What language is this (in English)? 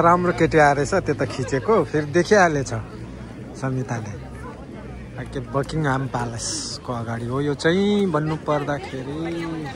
Nepali